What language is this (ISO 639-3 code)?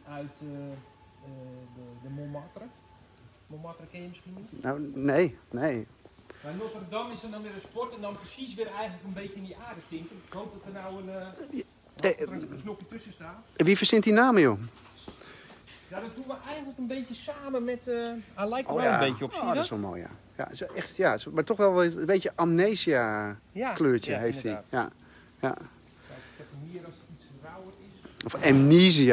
nld